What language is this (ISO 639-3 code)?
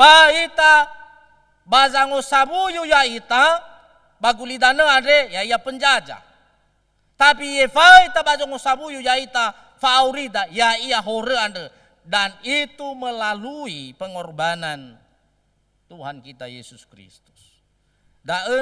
nia